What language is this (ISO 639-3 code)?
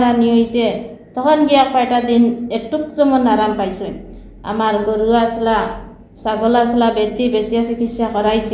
syl